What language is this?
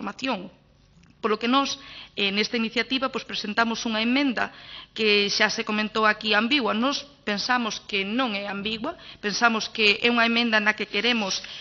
Galician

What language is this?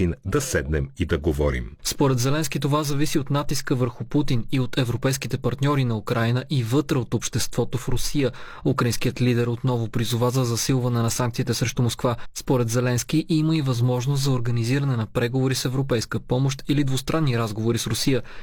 Bulgarian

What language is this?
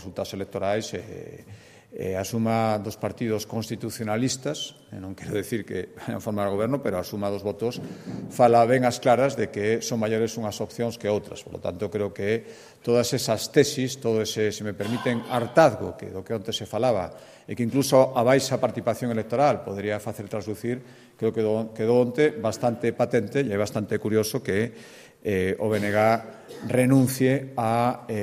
Galician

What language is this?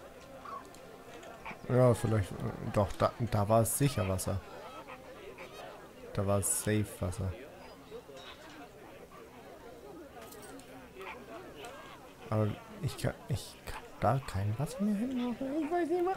German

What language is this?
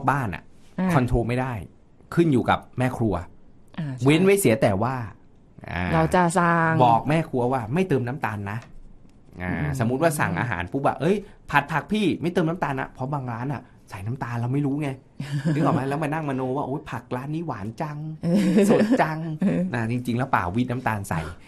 Thai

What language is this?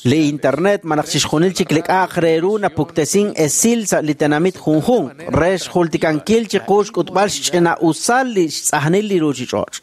Kekchí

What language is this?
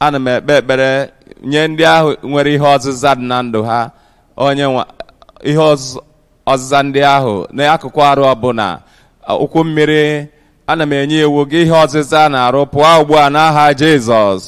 Igbo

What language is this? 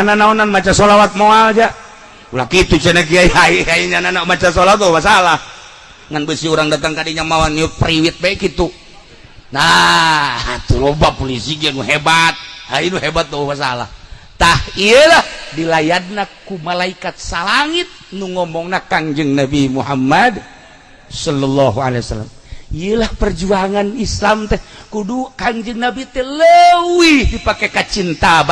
Sundanese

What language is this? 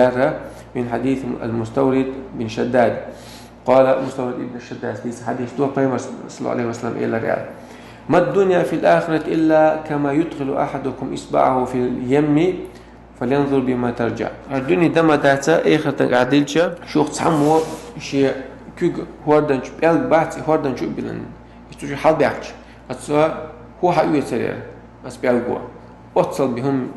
Chechen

